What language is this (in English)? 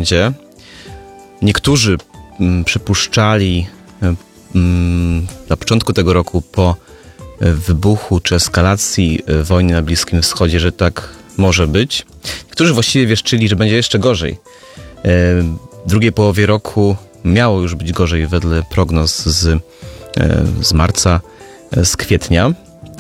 Polish